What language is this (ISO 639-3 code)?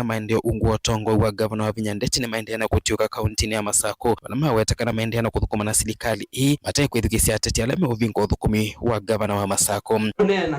kam